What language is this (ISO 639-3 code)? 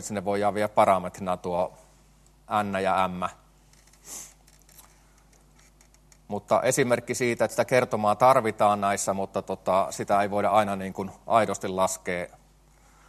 fin